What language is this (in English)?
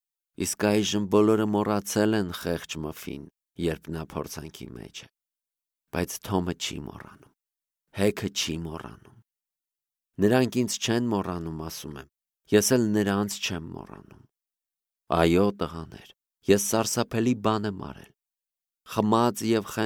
Armenian